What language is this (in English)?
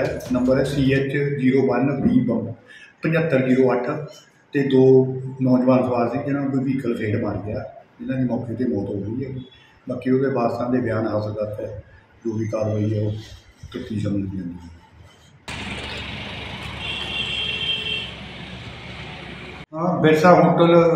Punjabi